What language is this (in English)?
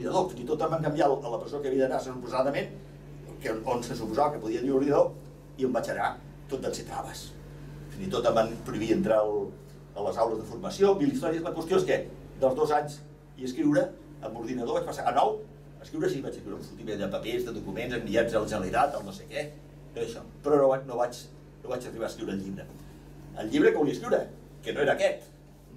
Catalan